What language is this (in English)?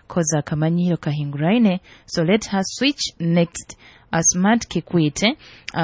Nyoro